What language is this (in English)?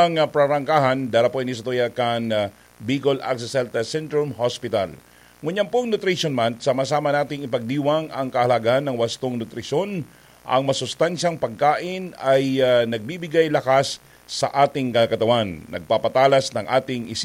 Bikol